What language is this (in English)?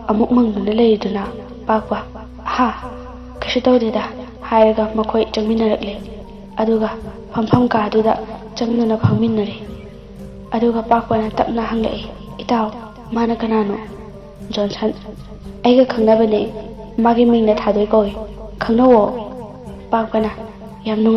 Manipuri